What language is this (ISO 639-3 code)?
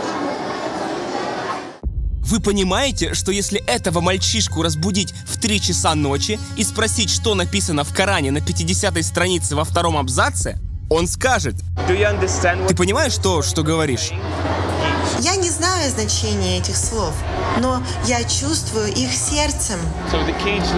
rus